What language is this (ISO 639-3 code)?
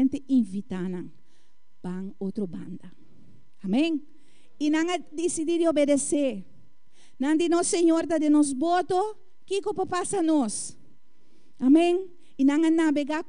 pap